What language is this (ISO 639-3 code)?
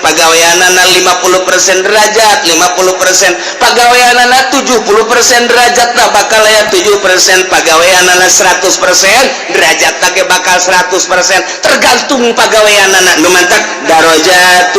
sun